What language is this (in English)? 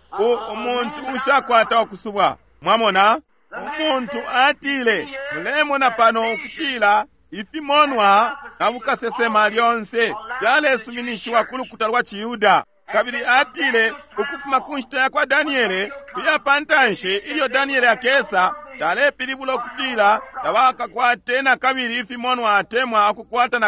Bemba